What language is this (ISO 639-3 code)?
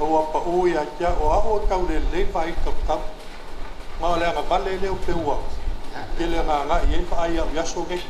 smo